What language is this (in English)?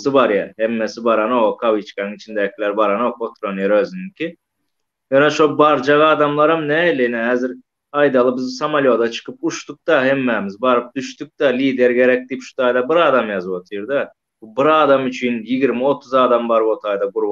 Turkmen